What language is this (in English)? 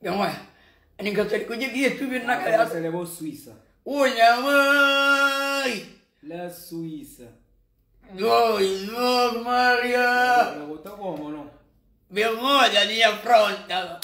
Kabuverdianu